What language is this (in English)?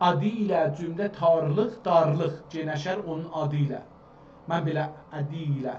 South Azerbaijani